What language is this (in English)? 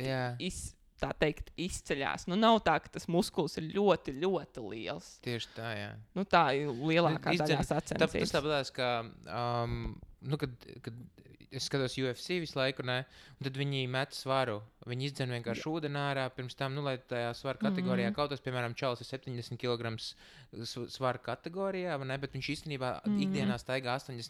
Latvian